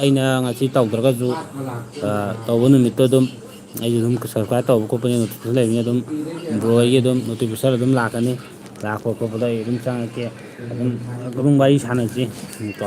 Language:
Manipuri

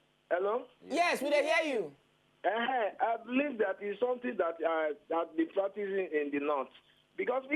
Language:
Nigerian Pidgin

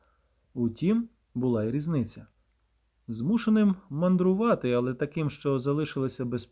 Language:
Ukrainian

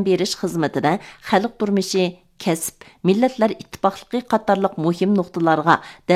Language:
Uyghur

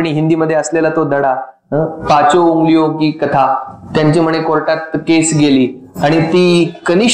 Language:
Marathi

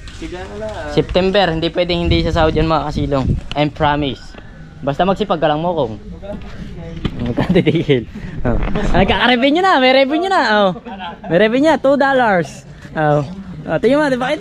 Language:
Filipino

